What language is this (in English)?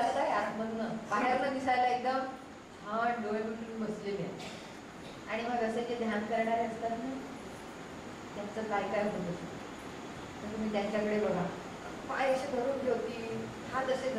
Marathi